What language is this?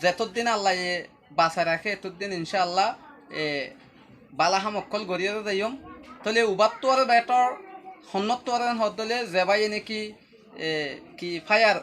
Rohingya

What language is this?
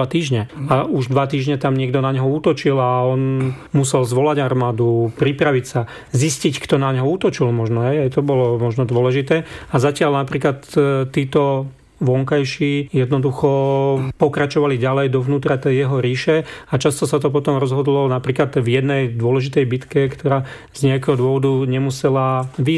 Slovak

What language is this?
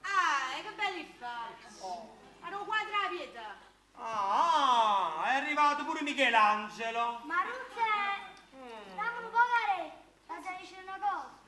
Neapolitan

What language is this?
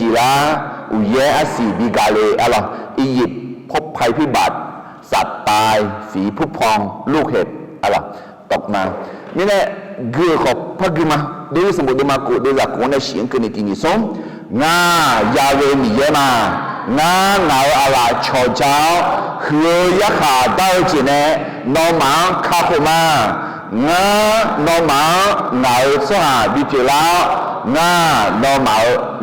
Akha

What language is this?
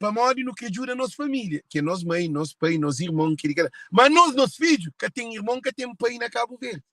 Kabuverdianu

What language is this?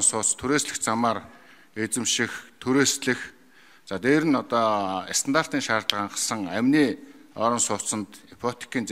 Mongolian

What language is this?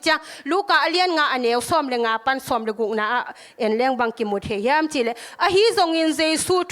Tedim Chin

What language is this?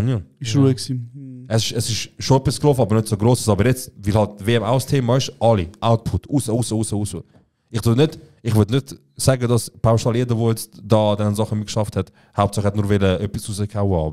Swiss German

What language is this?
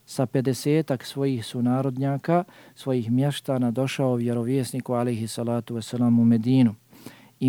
Bosnian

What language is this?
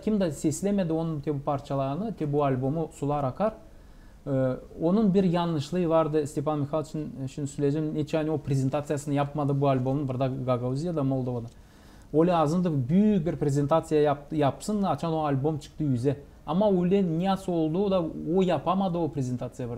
Gagauz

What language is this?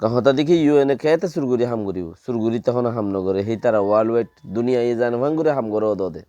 Rohingya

